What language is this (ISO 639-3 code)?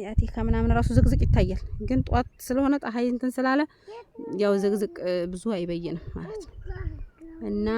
amh